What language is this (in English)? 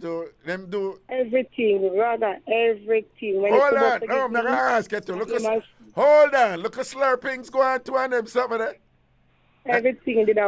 Jamaican Creole English